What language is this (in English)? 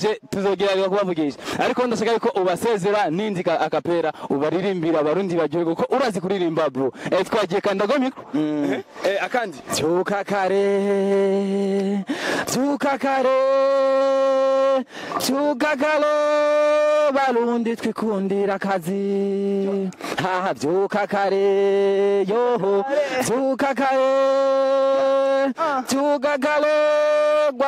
Rundi